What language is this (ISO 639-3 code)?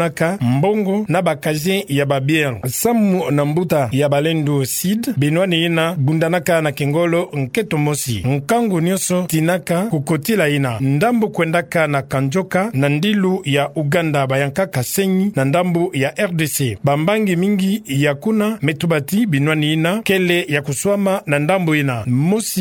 ktu